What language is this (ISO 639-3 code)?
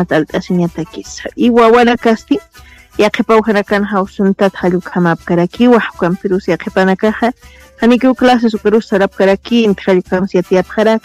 aym